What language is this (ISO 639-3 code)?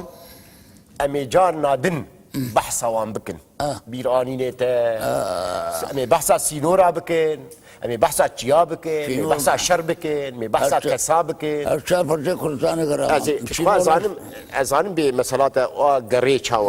kur